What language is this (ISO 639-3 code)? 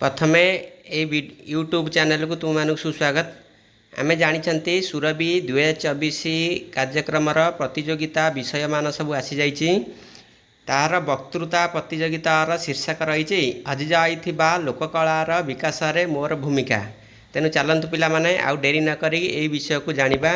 ori